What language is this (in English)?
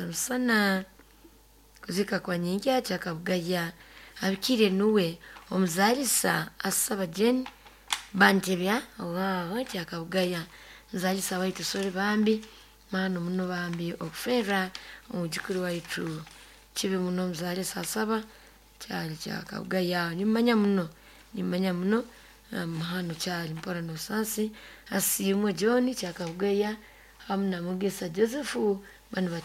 Nyoro